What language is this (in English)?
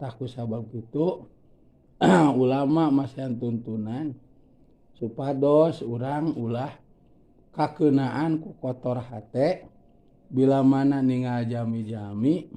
Sundanese